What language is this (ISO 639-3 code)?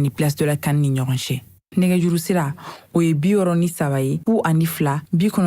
bam